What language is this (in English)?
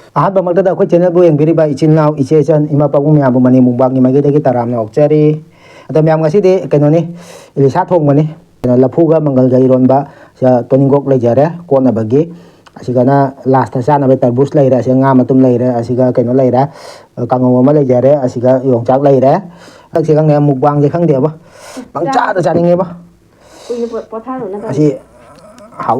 Manipuri